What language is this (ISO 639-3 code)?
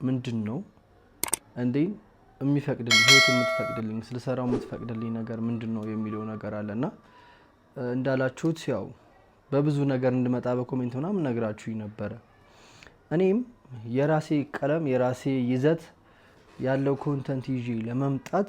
amh